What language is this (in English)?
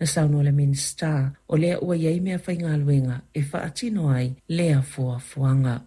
Samoan